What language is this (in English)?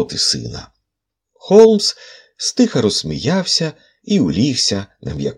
Ukrainian